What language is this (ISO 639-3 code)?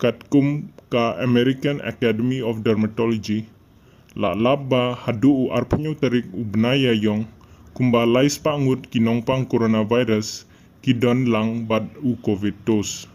kha